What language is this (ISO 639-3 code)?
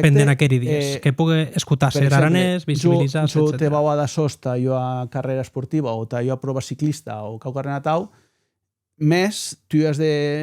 oci